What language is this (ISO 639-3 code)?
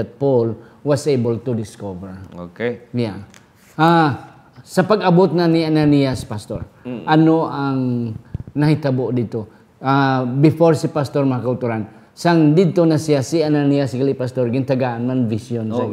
hil